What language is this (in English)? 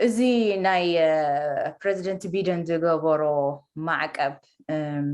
Tigrinya